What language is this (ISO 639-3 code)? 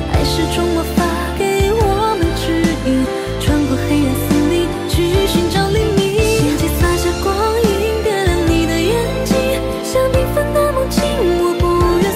zho